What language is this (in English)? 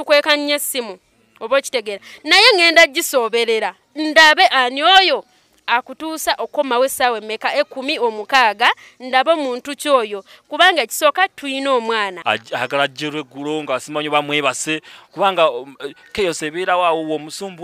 Ganda